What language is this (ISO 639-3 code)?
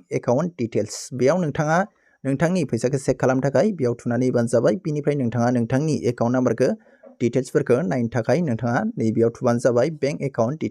brx